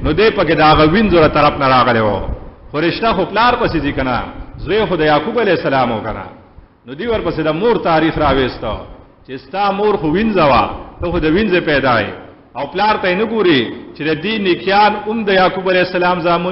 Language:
Pashto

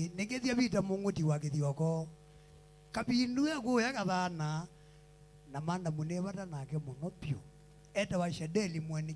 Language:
Kamba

